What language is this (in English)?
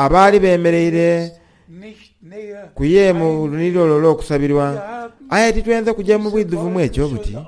Soga